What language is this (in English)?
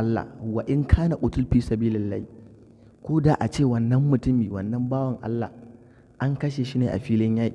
Hausa